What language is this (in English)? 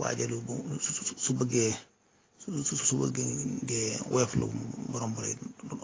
Wolof